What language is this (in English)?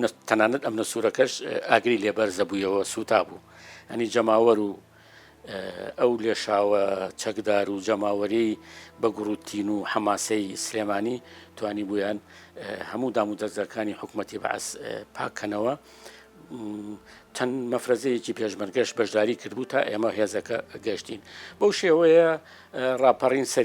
Central Kurdish